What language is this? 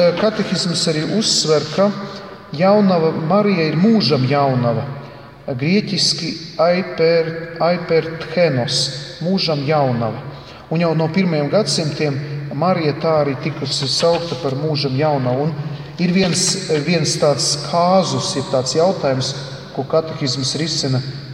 Latvian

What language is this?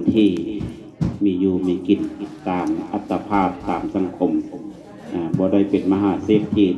Lao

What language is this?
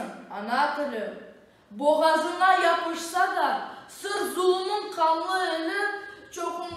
Crimean Tatar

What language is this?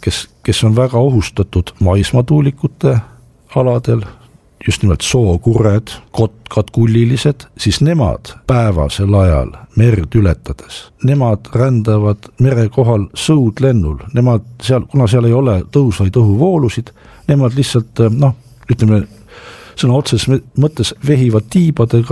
Estonian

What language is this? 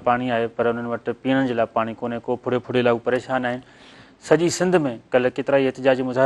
Sindhi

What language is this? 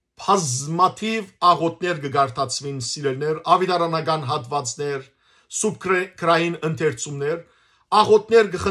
Western Armenian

